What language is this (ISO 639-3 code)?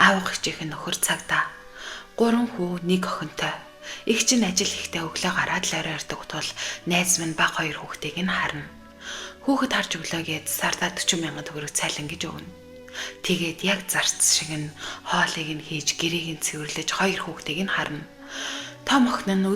mon